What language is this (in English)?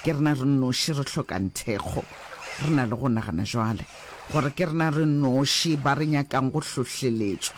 Northern Sotho